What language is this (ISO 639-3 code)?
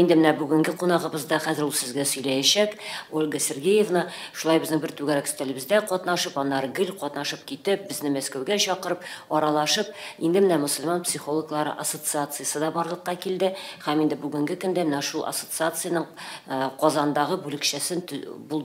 tat